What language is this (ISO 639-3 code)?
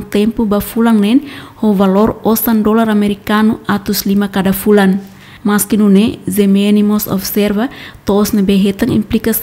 tet